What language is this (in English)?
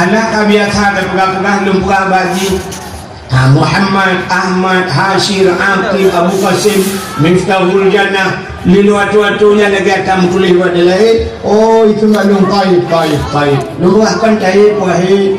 Achinese